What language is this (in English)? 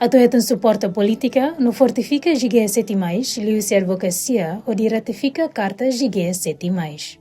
Tetum